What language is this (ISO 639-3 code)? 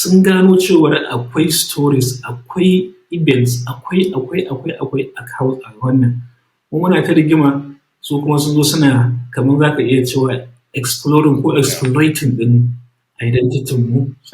hau